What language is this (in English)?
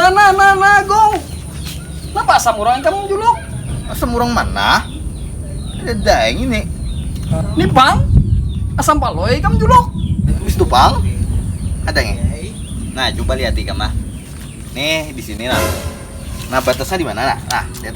Banjar